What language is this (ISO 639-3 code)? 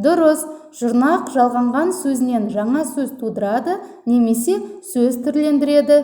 kaz